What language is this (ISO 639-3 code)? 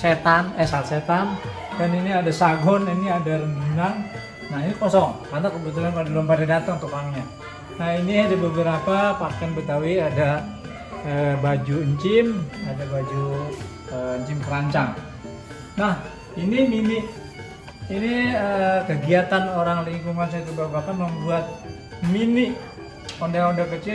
bew